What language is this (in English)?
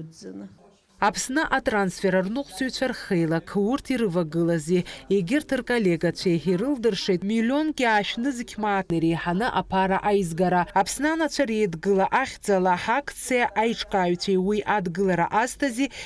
Abkhazian